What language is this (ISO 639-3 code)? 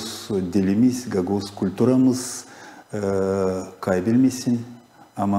gag